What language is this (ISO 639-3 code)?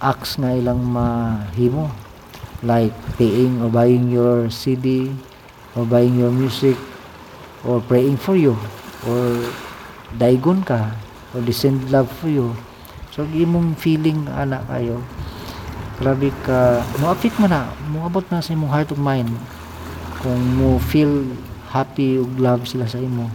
ceb